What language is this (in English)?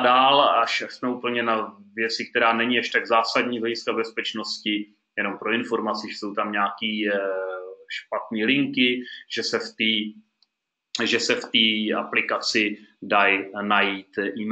Czech